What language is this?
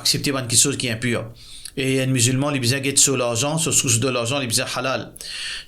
Morisyen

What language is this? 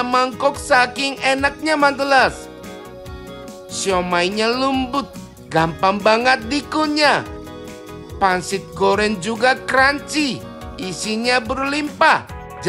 Indonesian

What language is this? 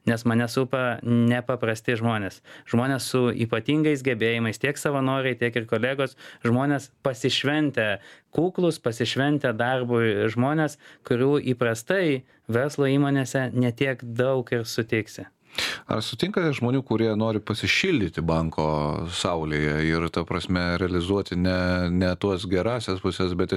Lithuanian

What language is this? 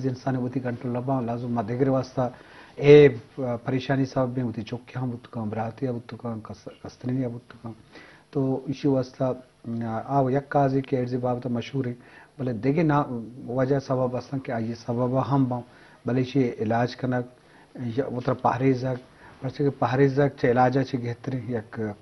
Eastern Balochi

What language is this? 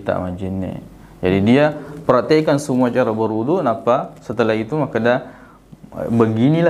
Buginese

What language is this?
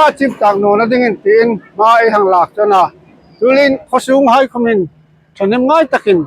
Hmar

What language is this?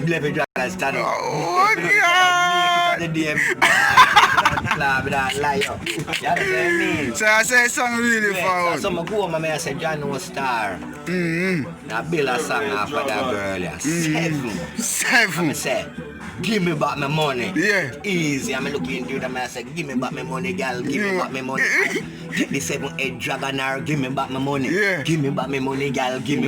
Jamaican Creole English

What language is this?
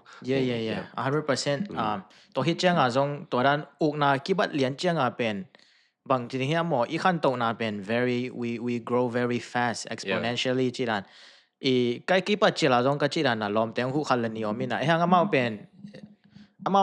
Tedim Chin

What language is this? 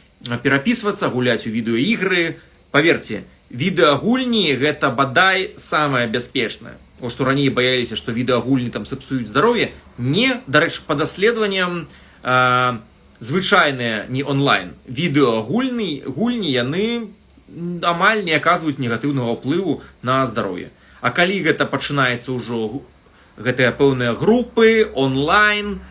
Belarusian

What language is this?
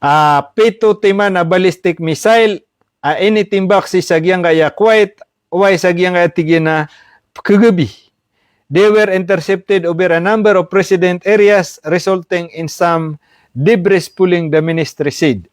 Maranao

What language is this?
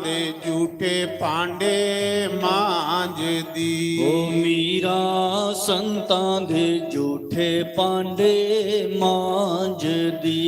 Dogri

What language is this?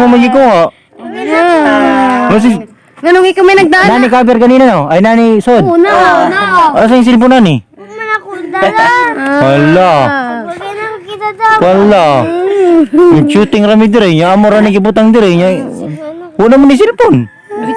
Cebuano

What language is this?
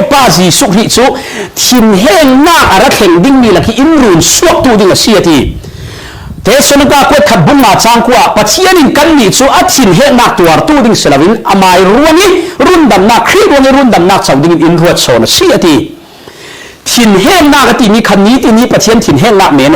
Falam Chin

